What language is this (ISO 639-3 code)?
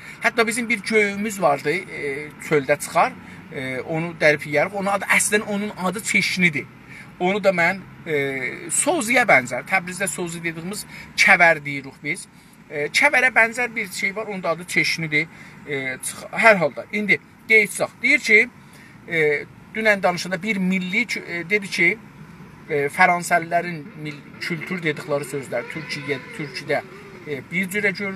azb